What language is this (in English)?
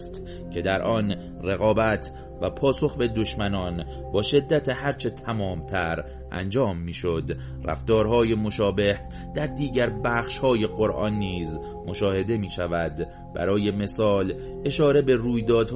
Persian